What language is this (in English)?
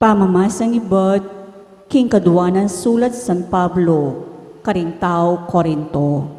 Pampanga